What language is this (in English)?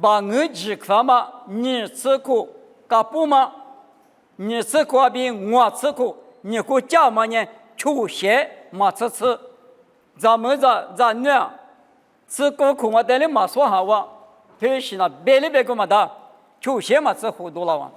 Lisu